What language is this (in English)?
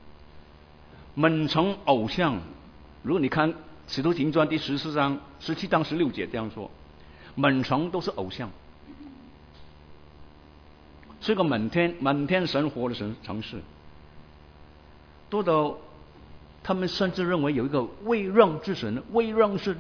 Chinese